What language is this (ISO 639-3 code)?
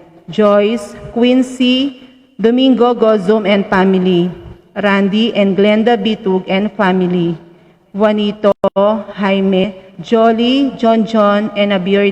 pam